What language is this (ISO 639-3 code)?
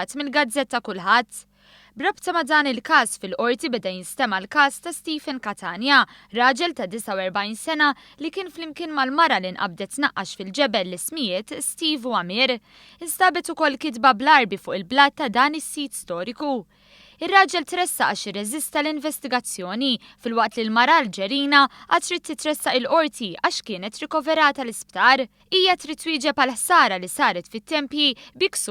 mlt